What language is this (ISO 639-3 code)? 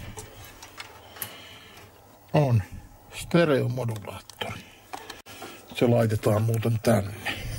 fin